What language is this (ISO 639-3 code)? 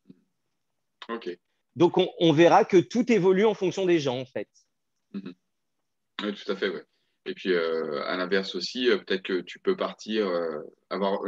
fra